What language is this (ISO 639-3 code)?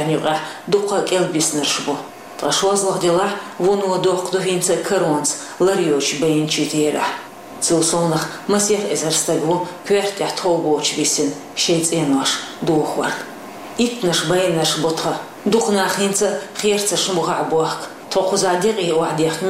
che